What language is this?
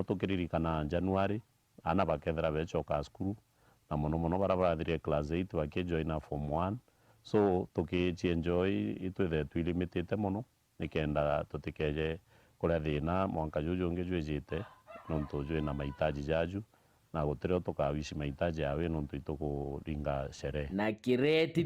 Meru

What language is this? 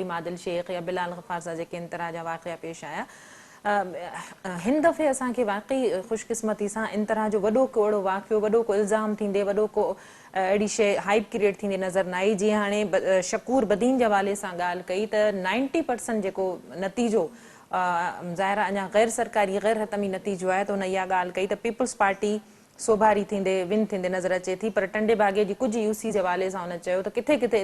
Sindhi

